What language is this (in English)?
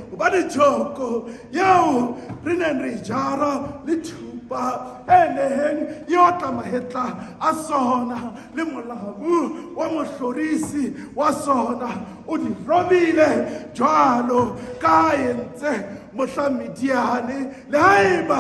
Southern Sotho